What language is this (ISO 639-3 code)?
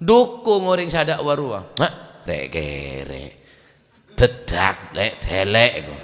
mad